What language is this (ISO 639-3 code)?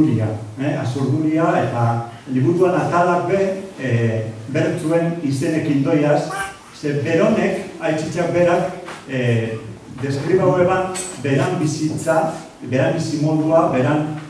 eus